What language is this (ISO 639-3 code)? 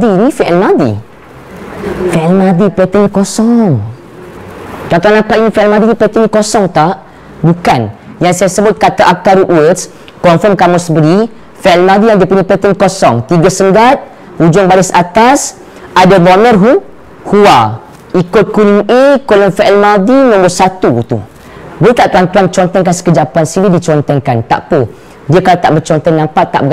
msa